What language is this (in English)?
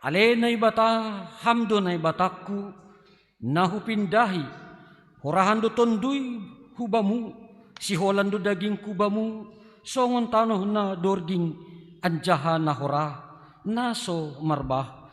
Batak Simalungun